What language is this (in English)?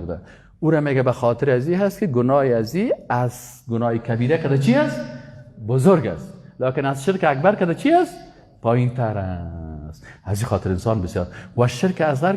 Persian